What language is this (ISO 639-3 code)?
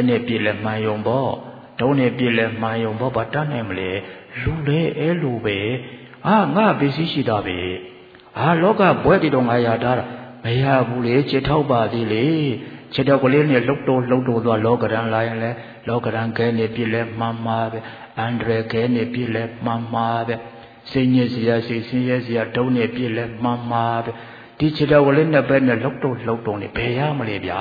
mya